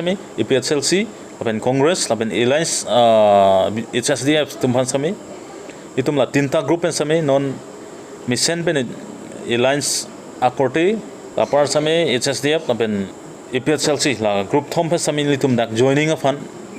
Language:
Karbi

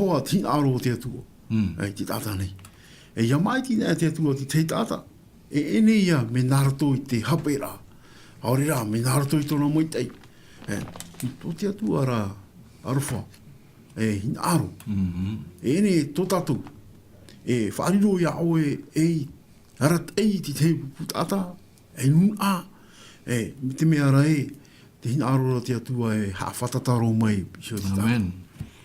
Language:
Tahitian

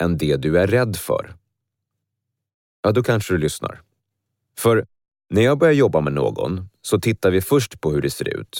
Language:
Swedish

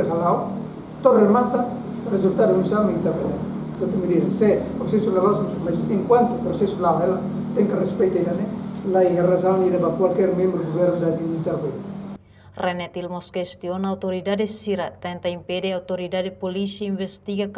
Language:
Tetum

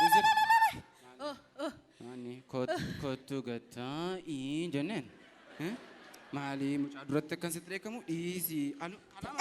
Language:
Oromo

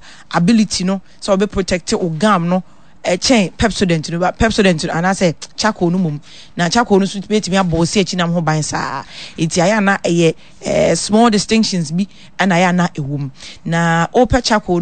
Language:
Akan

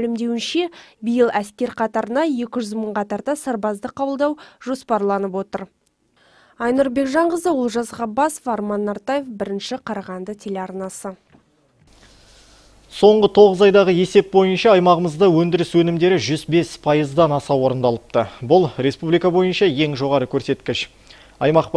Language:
Kazakh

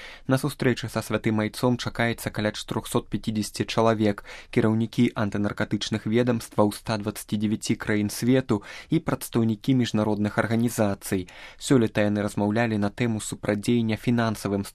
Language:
Belarusian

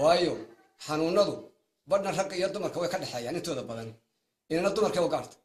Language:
Somali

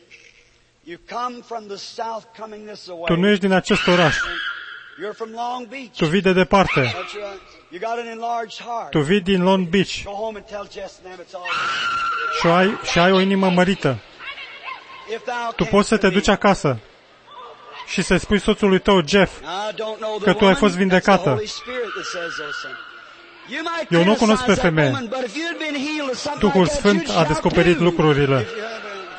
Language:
Romanian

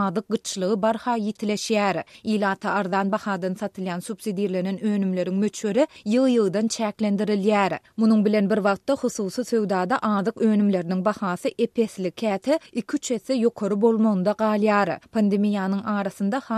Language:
Turkmen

